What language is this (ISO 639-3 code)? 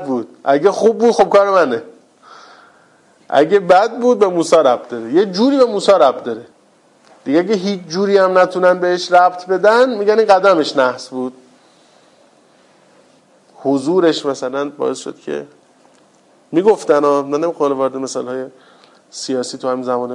fas